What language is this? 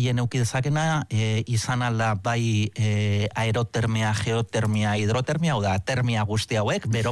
Basque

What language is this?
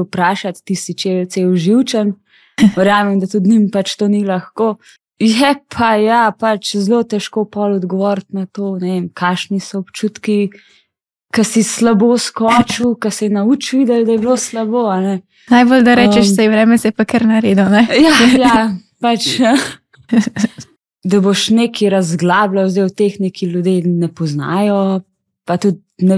Slovenian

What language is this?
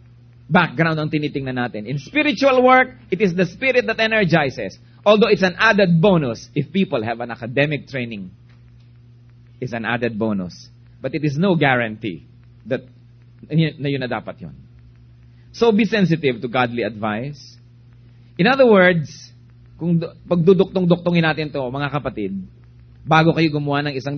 Filipino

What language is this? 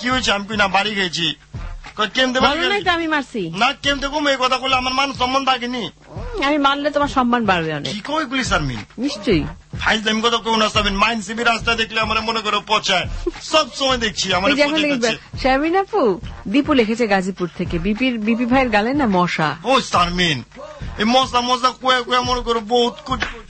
Bangla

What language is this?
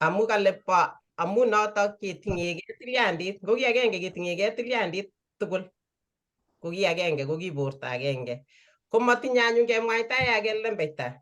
Kalenjin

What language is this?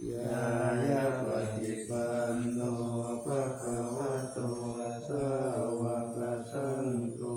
Pali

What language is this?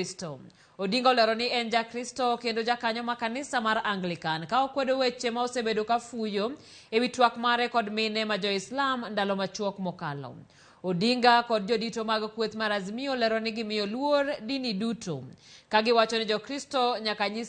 Luo (Kenya and Tanzania)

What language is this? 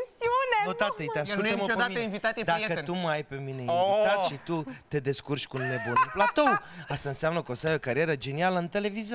Romanian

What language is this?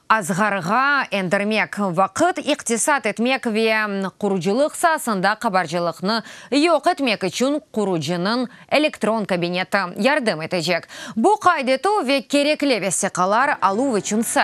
Crimean Tatar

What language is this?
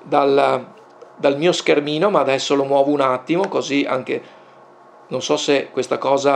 Italian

